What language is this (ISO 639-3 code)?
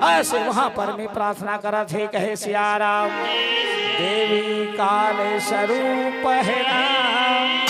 hne